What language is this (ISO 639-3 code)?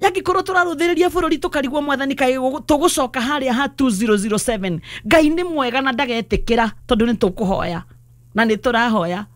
kik